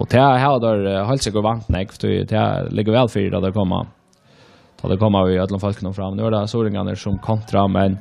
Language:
Faroese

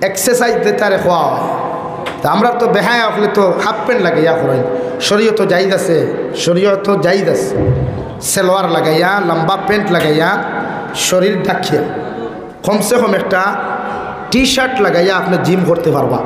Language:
Sylheti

